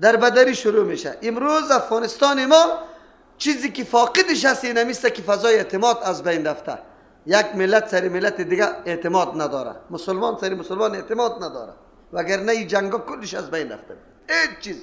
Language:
Persian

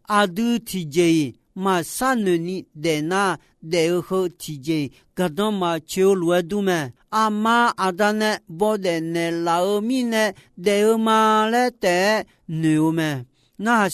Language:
Akha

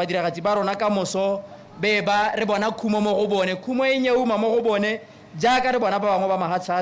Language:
Tswana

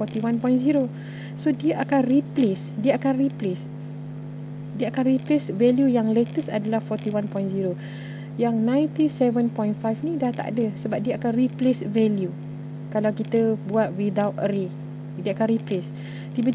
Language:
Malay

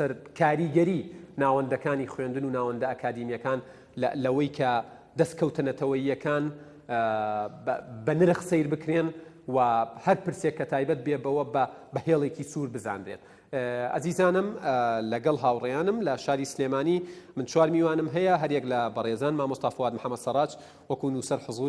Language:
Central Kurdish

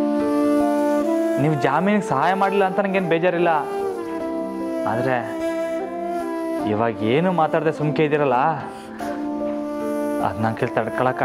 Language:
Kannada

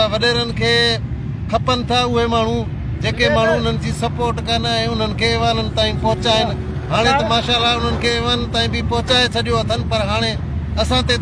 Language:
Sindhi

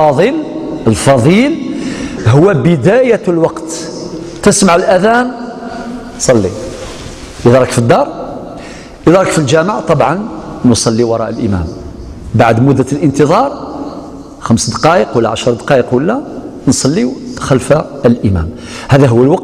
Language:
Algerian Arabic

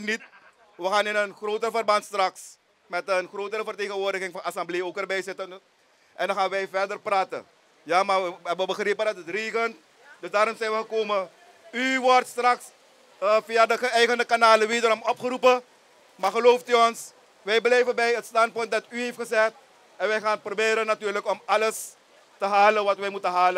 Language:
Dutch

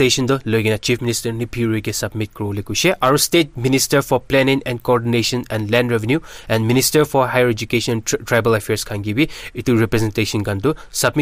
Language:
Naga Pidgin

